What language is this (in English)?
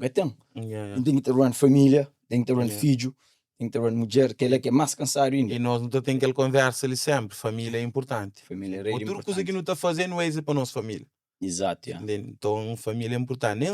Kabuverdianu